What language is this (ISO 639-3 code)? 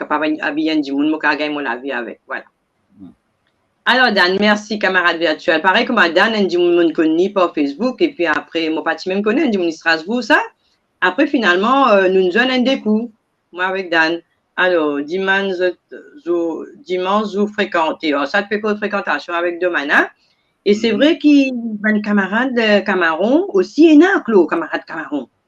mfe